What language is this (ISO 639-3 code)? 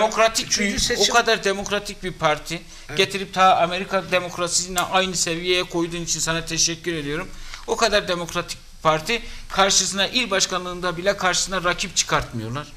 tur